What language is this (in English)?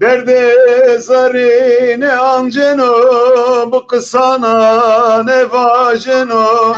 Zaza